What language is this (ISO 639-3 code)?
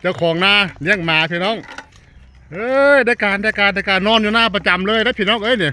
tts